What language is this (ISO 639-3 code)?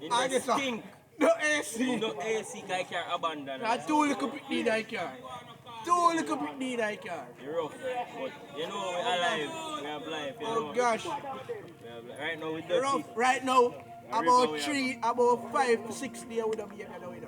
jam